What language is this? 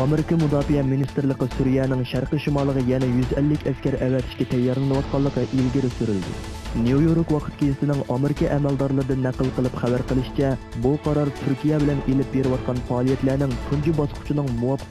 Uyghur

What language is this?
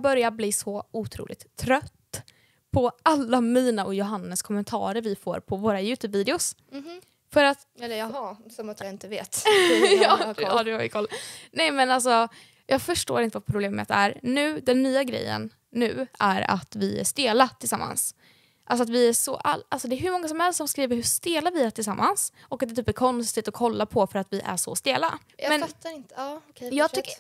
Swedish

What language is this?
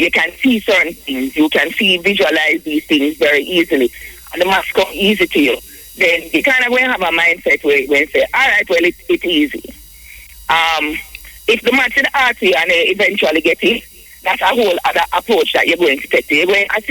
Jamaican Creole English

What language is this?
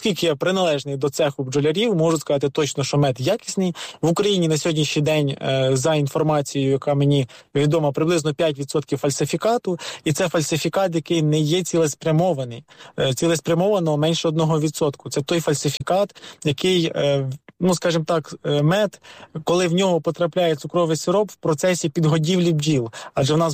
Ukrainian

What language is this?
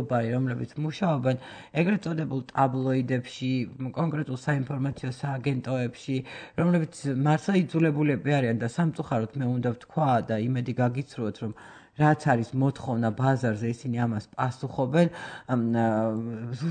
Georgian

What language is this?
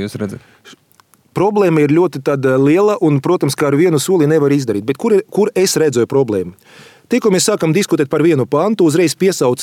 Latvian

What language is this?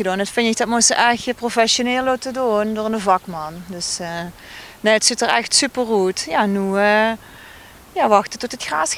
Limburgish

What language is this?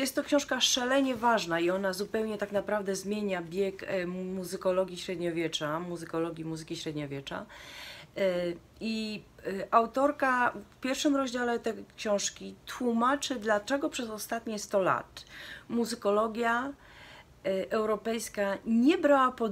Polish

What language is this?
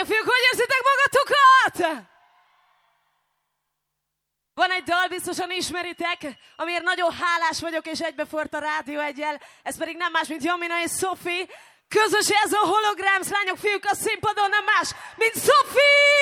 Hungarian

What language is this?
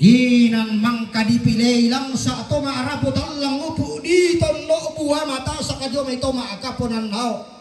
Toraja-Sa'dan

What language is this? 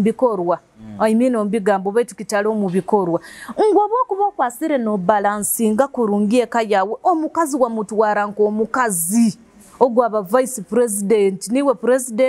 Nyoro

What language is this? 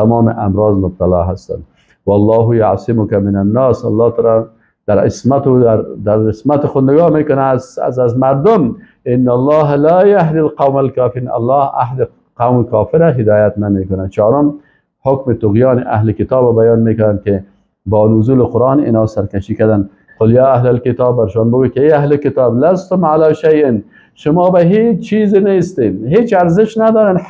Persian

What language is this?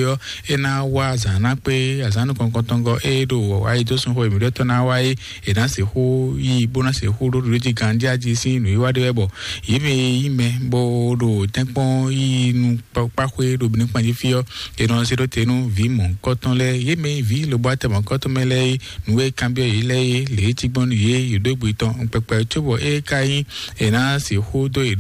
Fon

